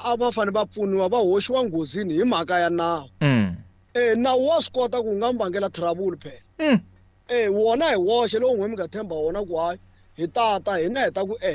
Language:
Tsonga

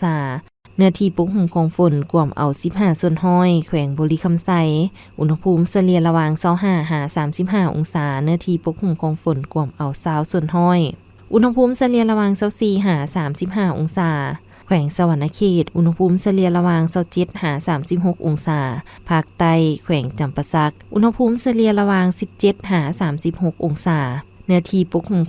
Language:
Lao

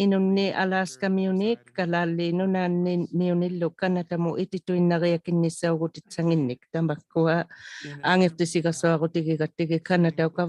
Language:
Inuktitut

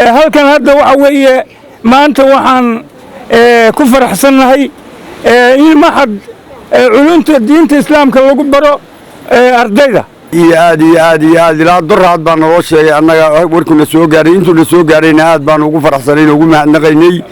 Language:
Somali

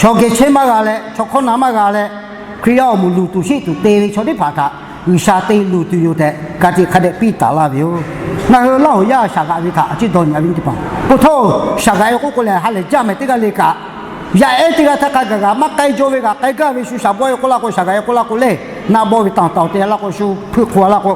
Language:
Lahu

